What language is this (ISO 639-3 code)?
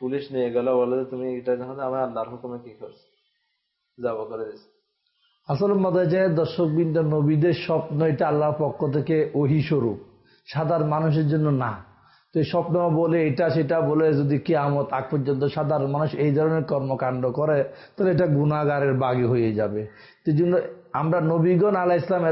ben